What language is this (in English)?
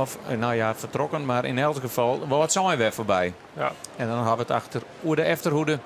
Western Frisian